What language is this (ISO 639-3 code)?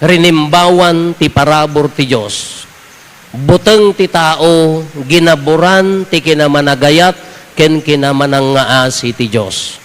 ilo